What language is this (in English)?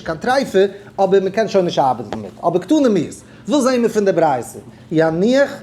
Yiddish